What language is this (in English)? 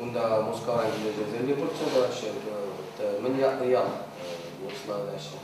Chuvash